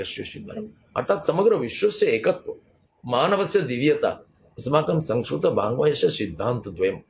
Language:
Sanskrit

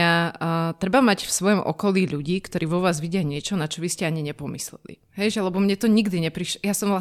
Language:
Slovak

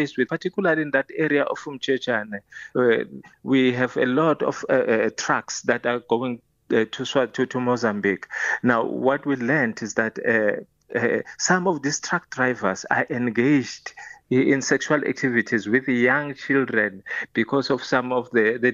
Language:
English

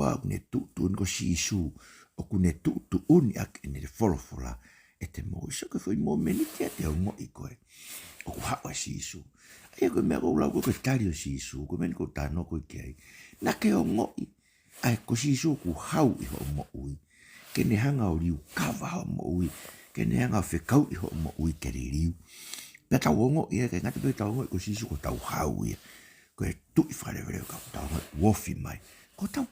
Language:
Tongan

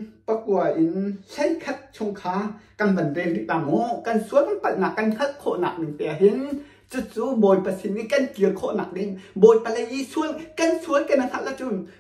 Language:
Hakha Chin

